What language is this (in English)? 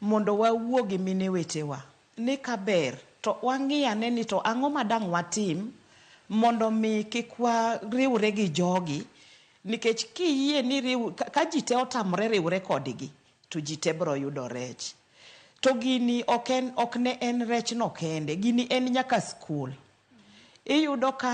Luo (Kenya and Tanzania)